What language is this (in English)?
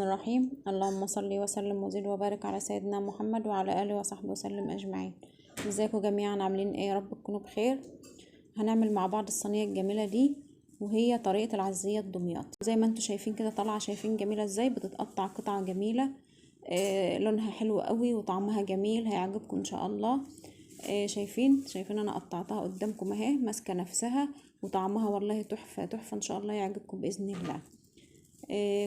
Egyptian Arabic